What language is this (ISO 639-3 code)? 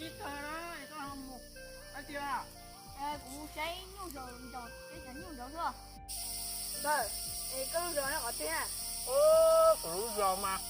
hmn